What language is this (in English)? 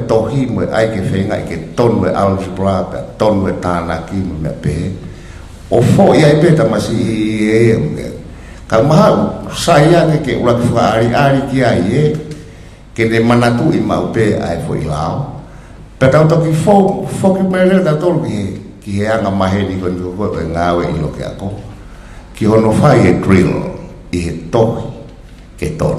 Tongan